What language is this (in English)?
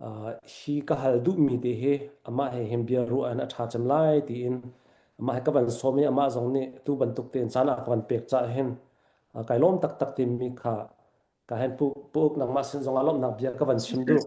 Hakha Chin